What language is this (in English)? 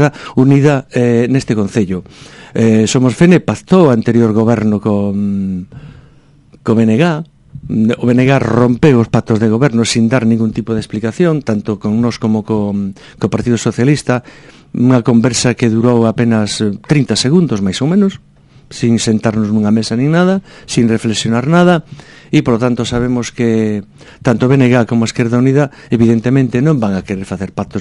Galician